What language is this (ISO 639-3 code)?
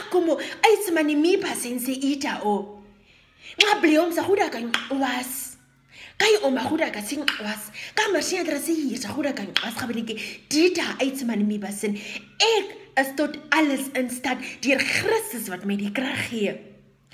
naq